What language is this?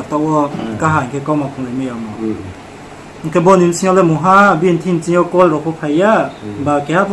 Riang (India)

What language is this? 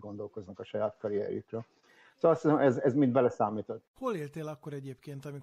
Hungarian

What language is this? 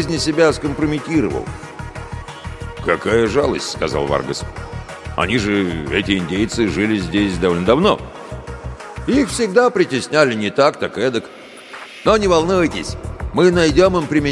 Russian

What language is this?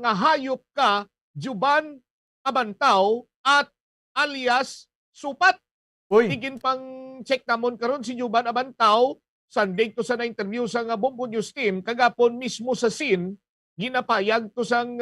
Hiligaynon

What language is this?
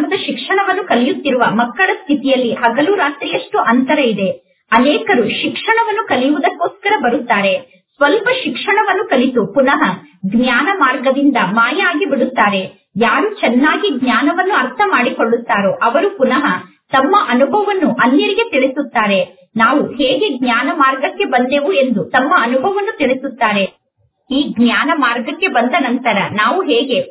Kannada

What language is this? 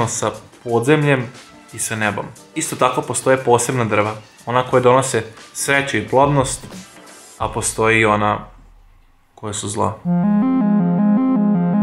Croatian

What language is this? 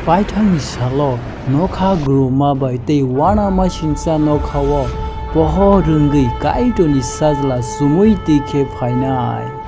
Kok Borok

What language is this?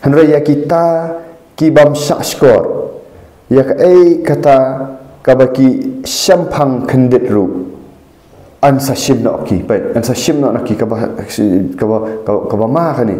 Khasi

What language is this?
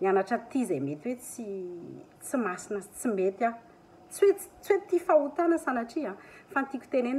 Malagasy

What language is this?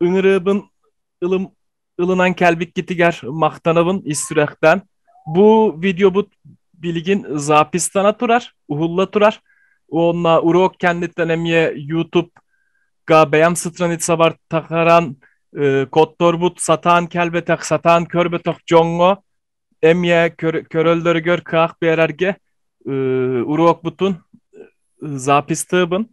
Yakut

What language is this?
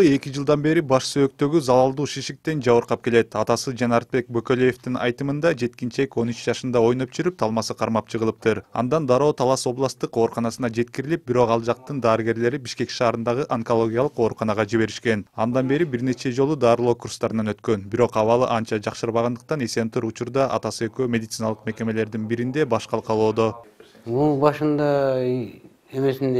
Kyrgyz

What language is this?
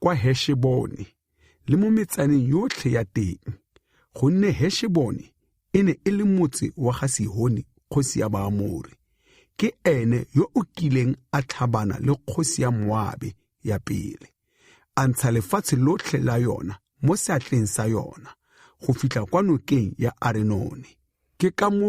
Tswana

